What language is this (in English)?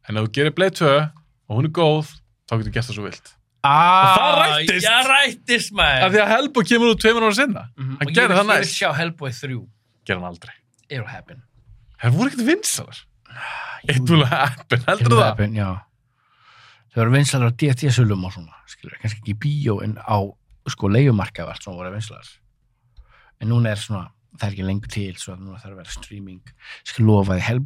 Icelandic